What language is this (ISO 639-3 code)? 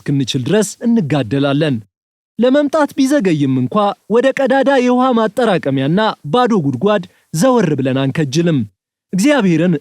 amh